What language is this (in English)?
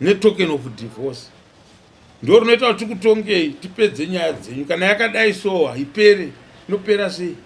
Shona